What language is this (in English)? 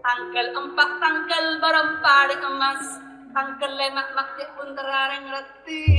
Madurese